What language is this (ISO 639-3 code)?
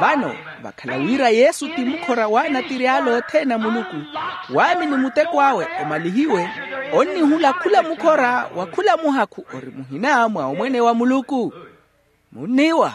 vmw